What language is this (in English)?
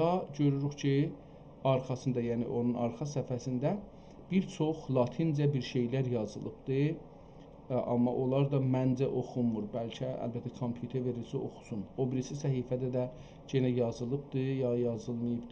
South Azerbaijani